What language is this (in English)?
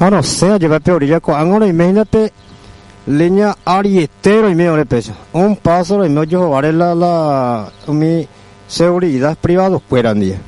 Guarani